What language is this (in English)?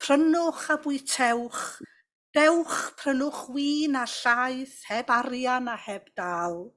Welsh